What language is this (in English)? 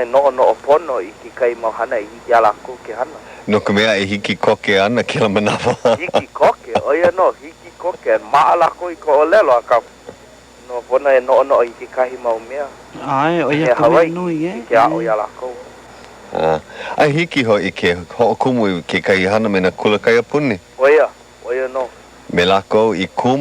Hawaiian